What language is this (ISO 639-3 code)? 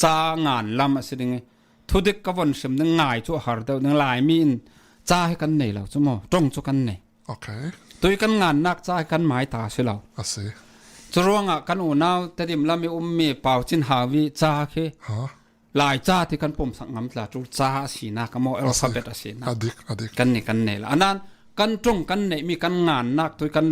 cfm